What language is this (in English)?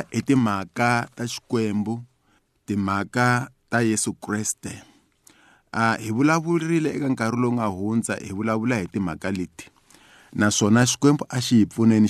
Tsonga